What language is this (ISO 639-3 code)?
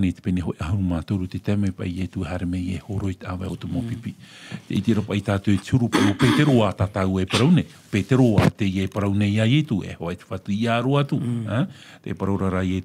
tah